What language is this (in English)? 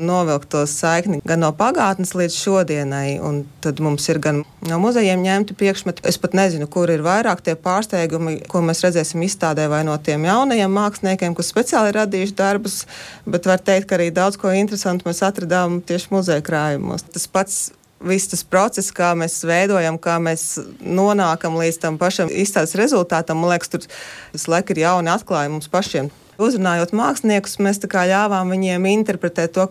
Latvian